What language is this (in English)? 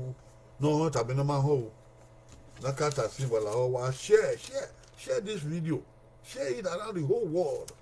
Bini